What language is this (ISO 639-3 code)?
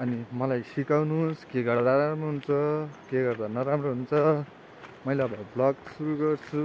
nep